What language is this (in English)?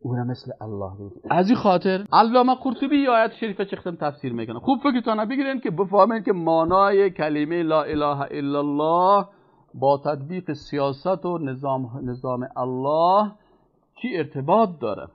Persian